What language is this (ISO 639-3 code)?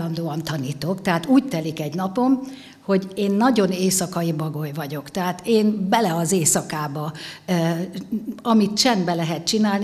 hun